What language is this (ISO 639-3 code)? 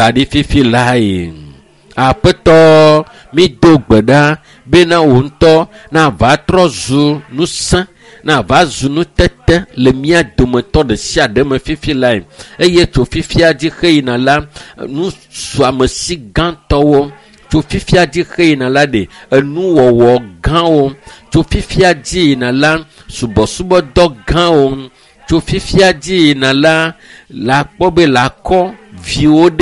ewe